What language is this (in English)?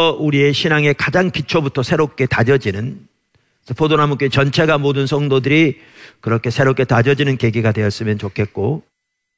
Korean